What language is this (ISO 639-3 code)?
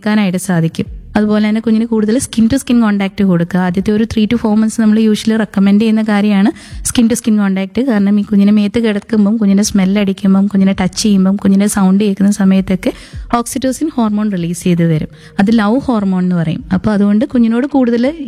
mal